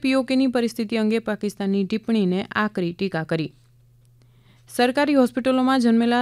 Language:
Gujarati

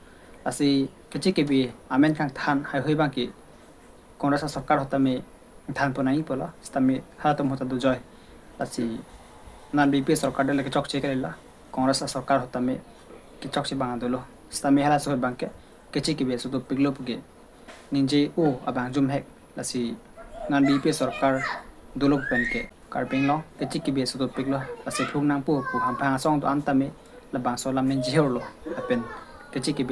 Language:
Karbi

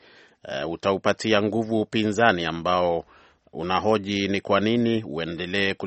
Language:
Swahili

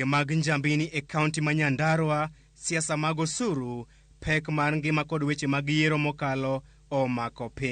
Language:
Luo (Kenya and Tanzania)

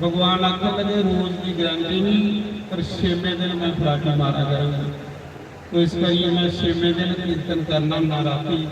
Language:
Dogri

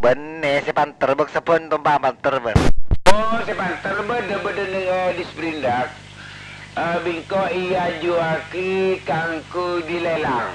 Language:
Madurese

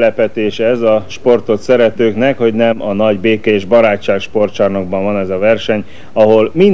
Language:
Hungarian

